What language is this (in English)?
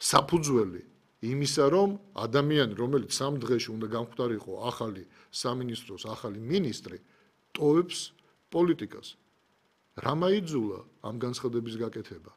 Georgian